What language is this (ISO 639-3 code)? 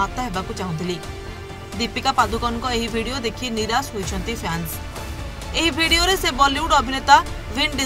ori